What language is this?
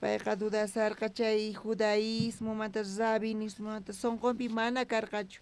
South Bolivian Quechua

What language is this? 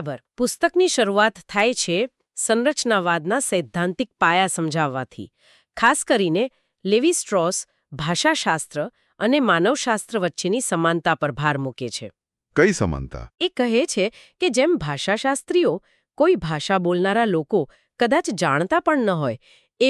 Gujarati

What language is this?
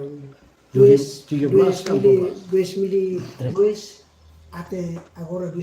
Tetum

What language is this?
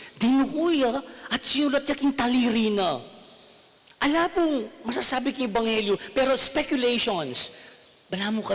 Pampanga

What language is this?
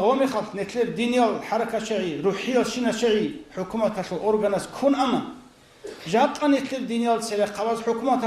Avaric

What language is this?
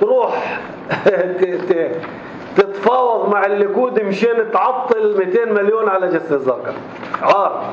North Levantine Arabic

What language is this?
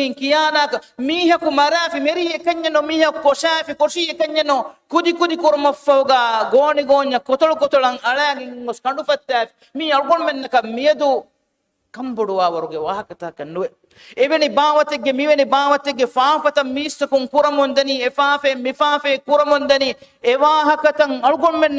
Divehi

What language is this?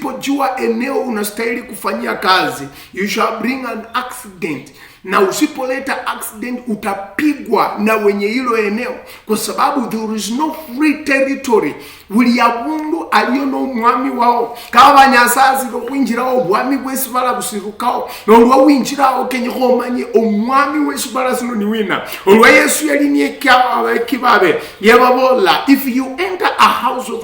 Luyia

